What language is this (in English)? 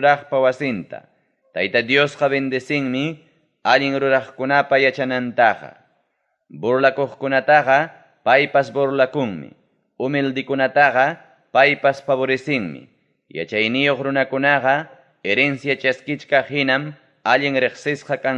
Ayacucho Quechua